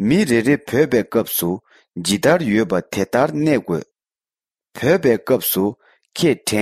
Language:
Tibetan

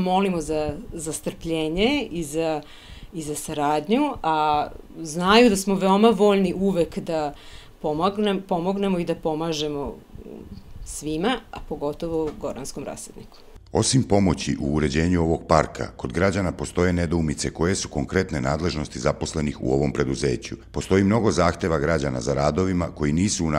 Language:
Serbian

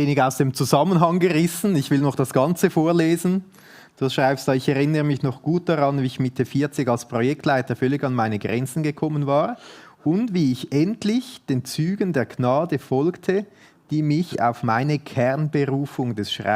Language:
Swiss German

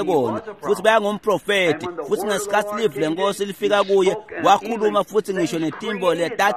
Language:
Swati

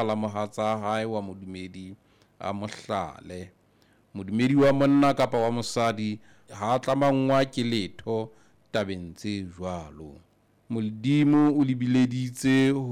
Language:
Southern Sotho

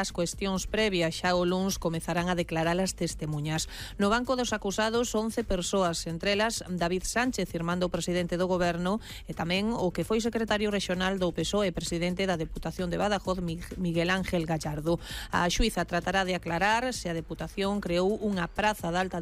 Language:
Galician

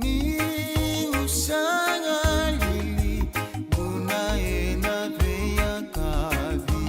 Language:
Fijian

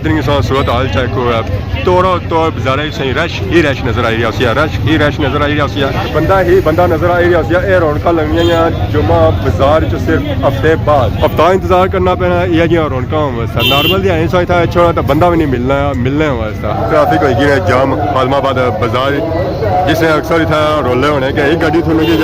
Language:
Pahari-Potwari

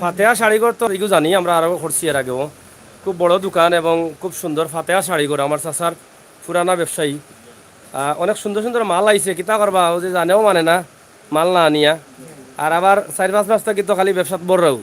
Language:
Sylheti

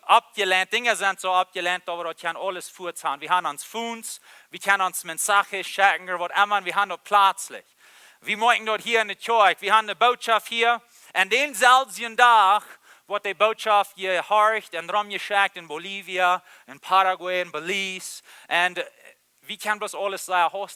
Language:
Plautdietsch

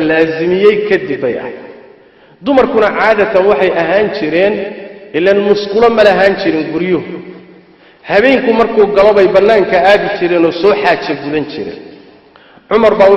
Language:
Somali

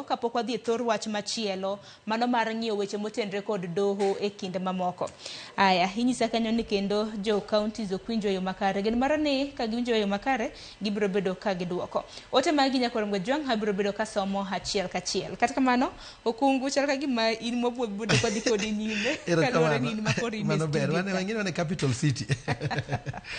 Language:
Luo (Kenya and Tanzania)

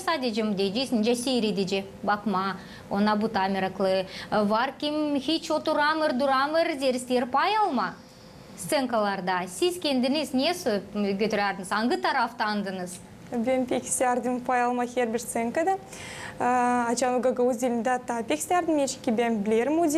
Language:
Gagauz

